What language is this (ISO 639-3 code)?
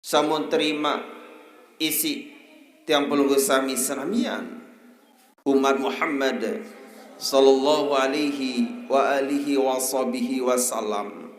sas